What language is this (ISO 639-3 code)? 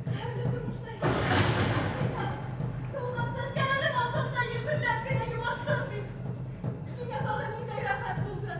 bak